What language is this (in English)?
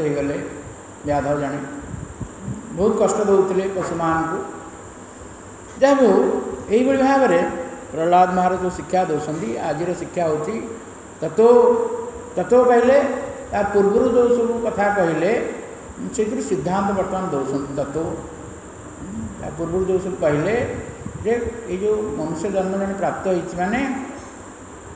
Odia